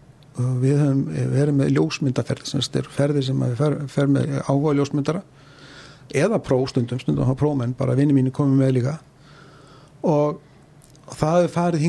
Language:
Icelandic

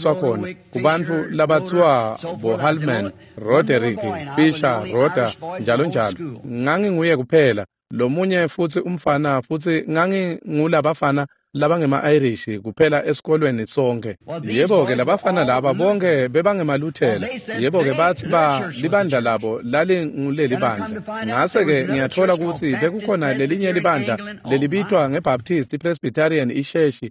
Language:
Swati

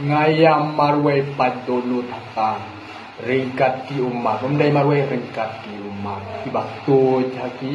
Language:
Khasi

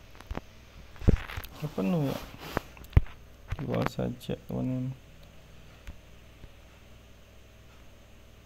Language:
Indonesian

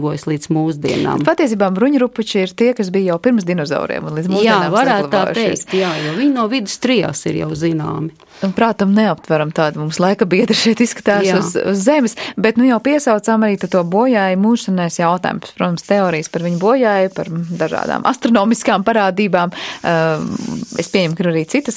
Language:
Latvian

